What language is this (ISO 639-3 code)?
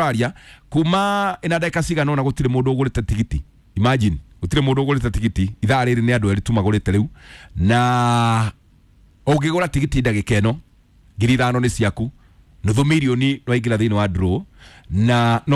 kik